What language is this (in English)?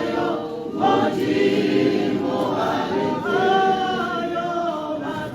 Tswana